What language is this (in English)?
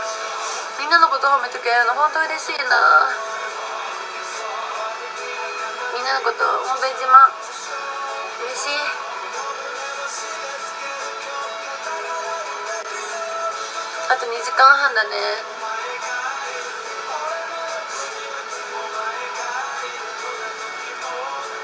Japanese